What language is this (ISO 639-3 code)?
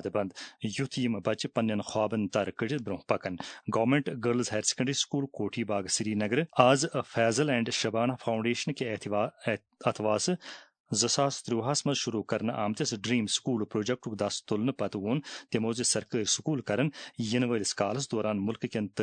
kas